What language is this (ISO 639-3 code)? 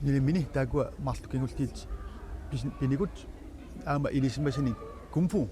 kal